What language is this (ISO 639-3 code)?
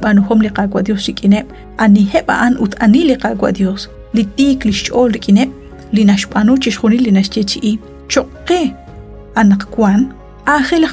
kek